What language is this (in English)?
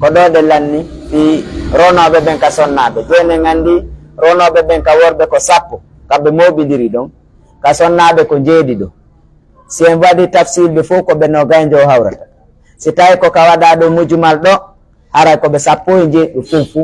Pular